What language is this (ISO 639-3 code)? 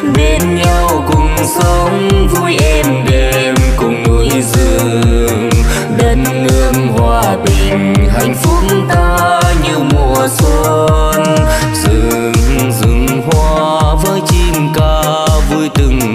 vie